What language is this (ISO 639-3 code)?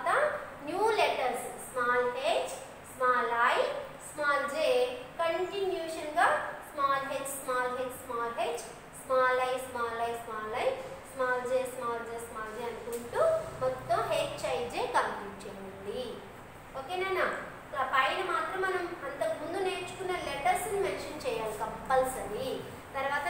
tel